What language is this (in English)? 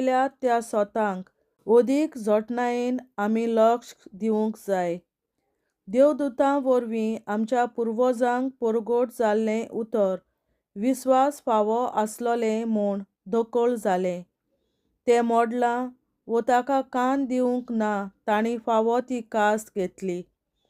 Konkani